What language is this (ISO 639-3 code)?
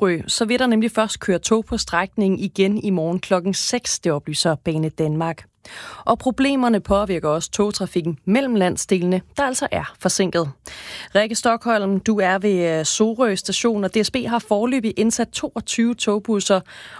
dan